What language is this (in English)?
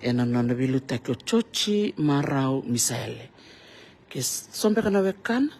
Fijian